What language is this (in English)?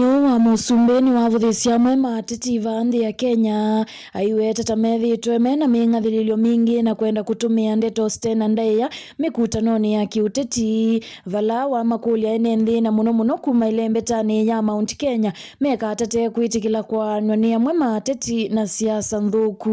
Kamba